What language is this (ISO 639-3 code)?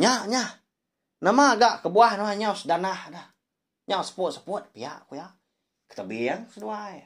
iba